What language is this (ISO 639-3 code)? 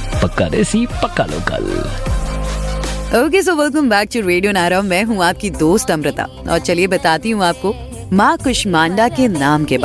hin